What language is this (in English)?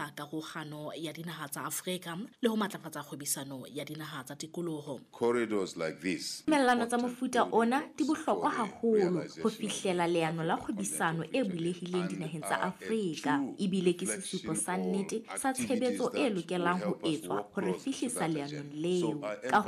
Southern Sotho